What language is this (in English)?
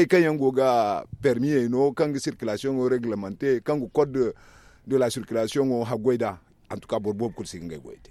Zarma